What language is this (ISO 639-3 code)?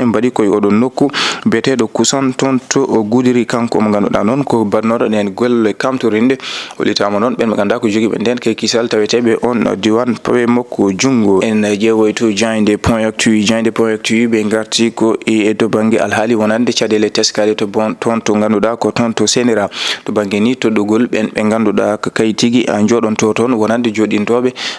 ful